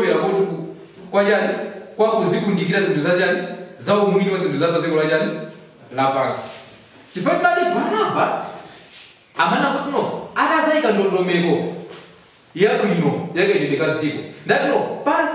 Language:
Nyanja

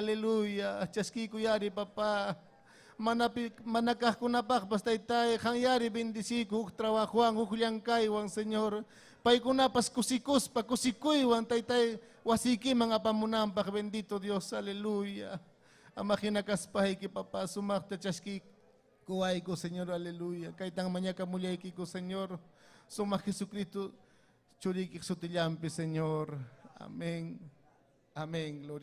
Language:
Ayacucho Quechua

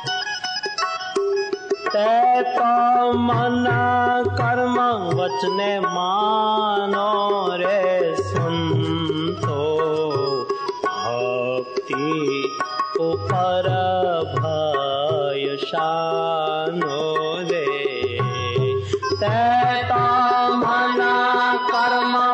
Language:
Gujarati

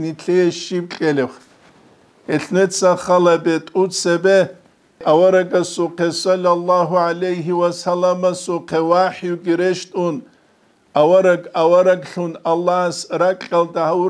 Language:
Avaric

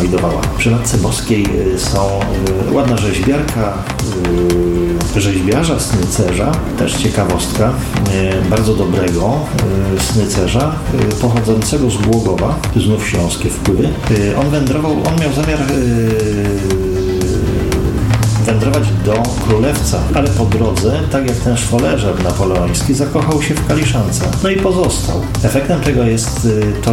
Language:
Polish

